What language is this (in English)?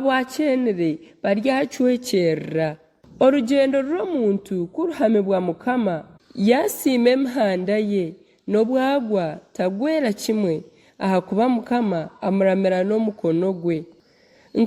Nyankole